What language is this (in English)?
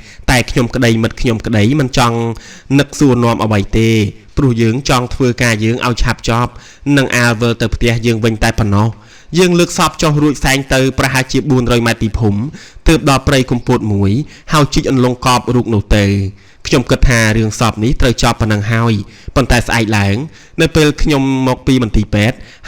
Khmer